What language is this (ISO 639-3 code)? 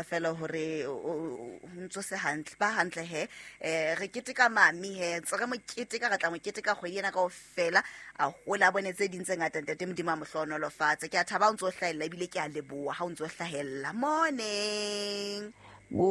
sot